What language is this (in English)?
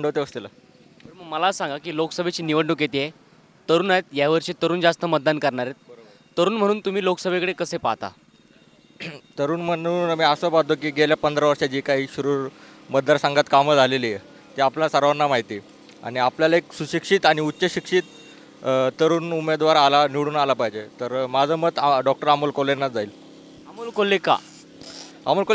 Marathi